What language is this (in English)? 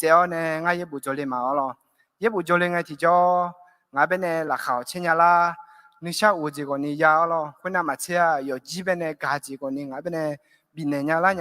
Akha